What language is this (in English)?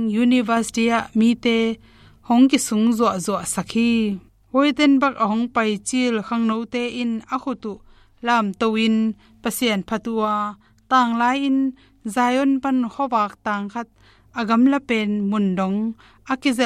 Tedim Chin